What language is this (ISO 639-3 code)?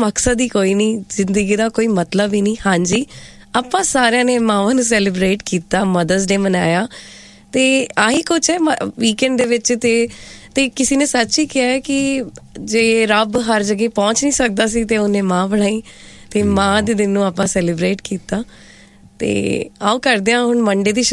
pan